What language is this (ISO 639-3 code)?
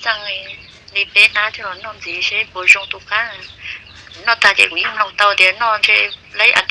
hmn